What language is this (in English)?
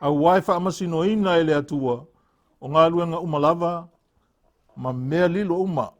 Samoan